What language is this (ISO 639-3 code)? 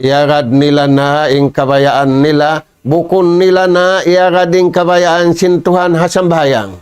tsg